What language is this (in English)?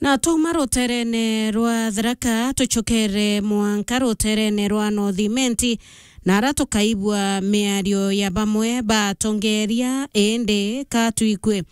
Meru